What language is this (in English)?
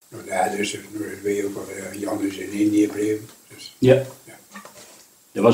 Dutch